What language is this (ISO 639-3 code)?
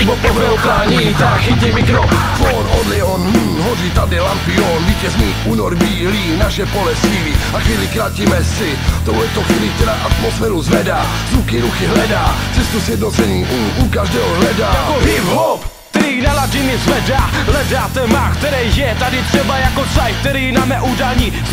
ces